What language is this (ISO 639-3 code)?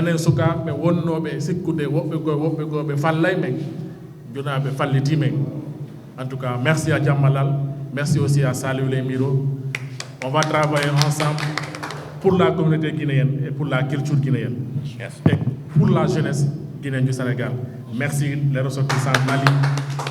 ful